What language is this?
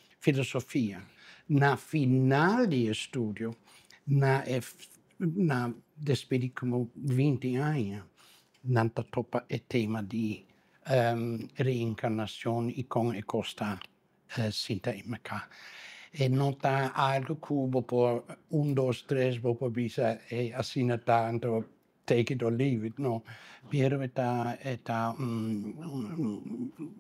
Papiamento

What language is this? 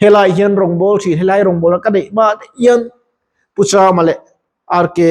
Mizo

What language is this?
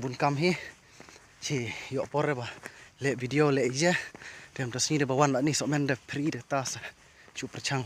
Khasi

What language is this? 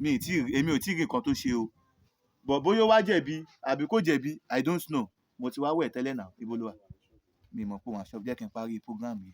Yoruba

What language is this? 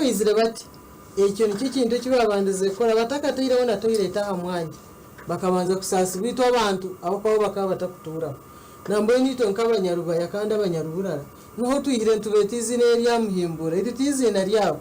Nyankole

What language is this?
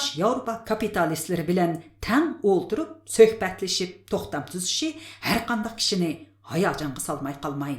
Uyghur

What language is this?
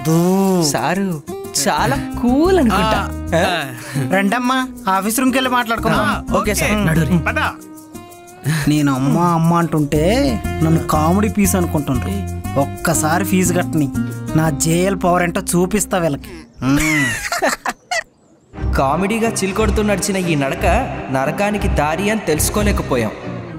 Telugu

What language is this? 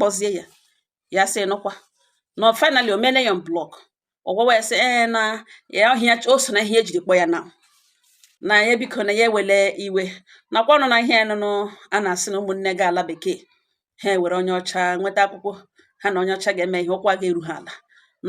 Igbo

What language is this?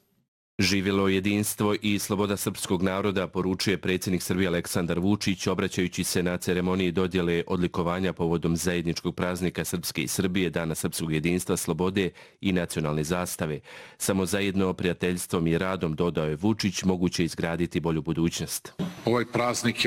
Serbian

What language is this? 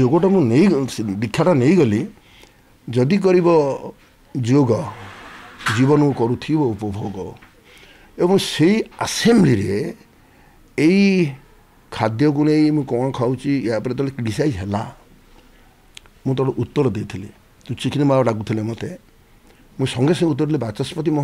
Odia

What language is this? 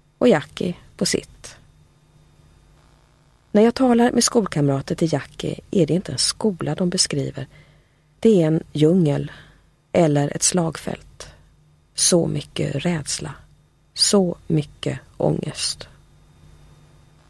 Swedish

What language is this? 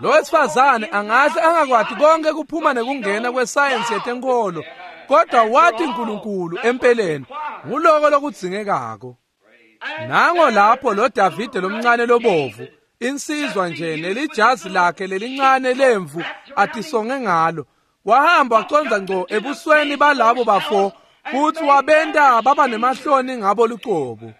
Swati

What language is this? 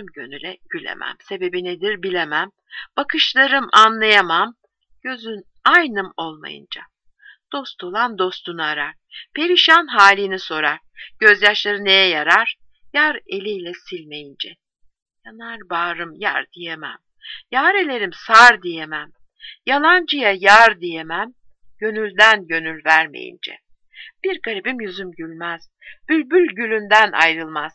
Turkish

